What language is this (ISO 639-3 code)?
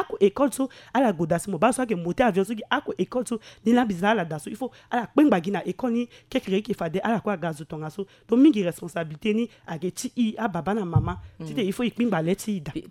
sag